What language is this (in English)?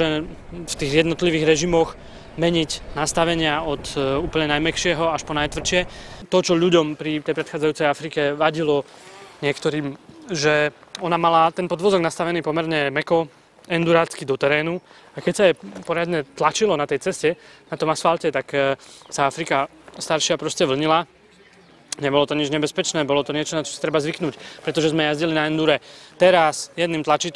Slovak